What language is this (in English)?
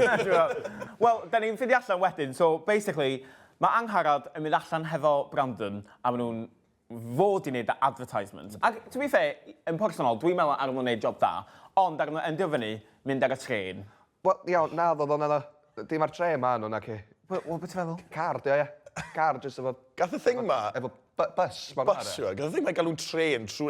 Welsh